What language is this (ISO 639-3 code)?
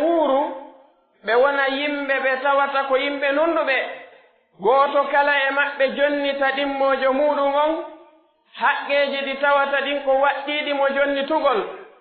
fuf